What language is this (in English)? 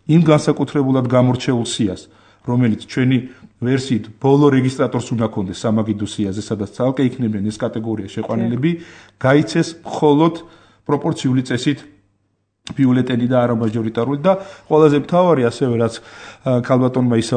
Georgian